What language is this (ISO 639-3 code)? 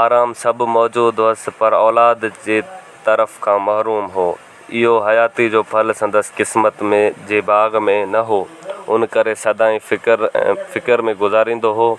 snd